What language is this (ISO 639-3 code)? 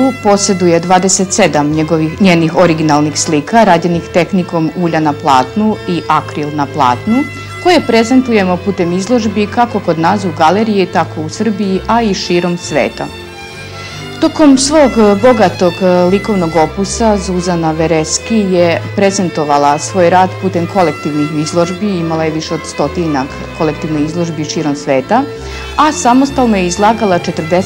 srp